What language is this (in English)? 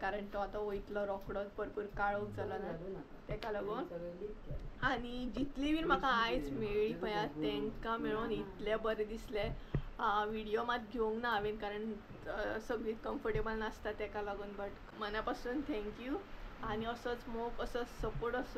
Konkani